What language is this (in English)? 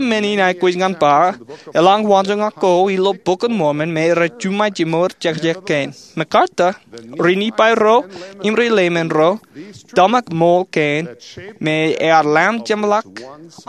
Marshallese